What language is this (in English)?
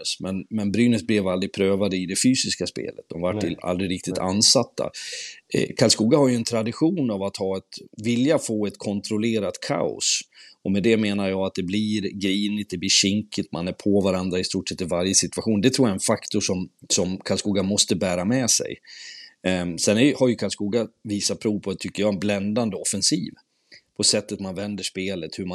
Swedish